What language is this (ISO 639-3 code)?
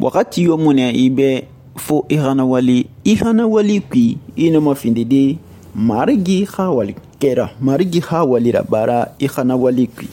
sus